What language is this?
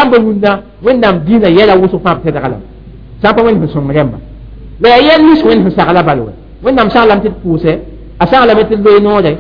Mossi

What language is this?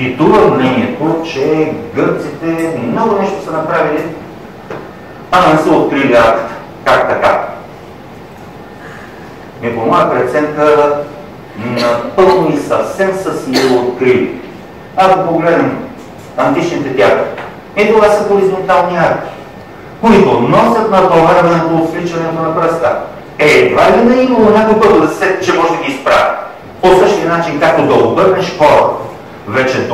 Bulgarian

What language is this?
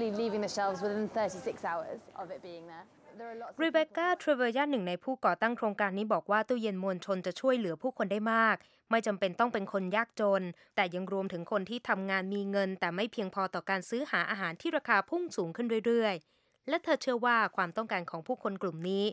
Thai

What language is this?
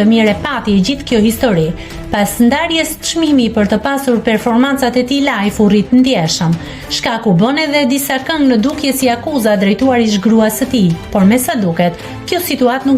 Albanian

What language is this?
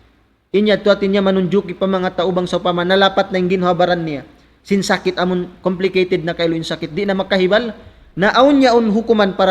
Tausug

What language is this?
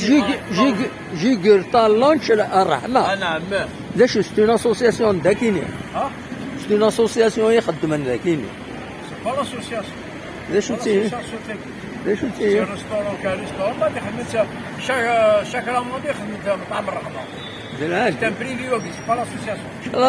Kabyle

